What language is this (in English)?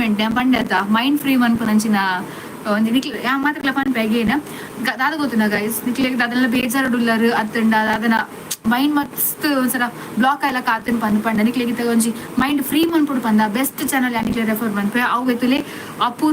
Tulu